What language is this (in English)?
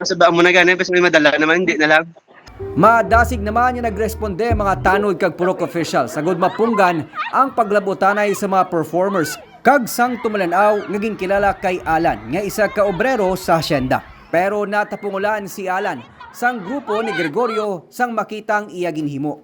Hiligaynon